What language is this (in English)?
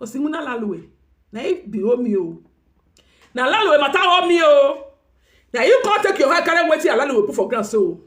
Nigerian Pidgin